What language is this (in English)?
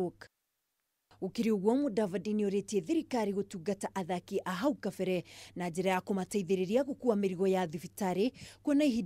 Kikuyu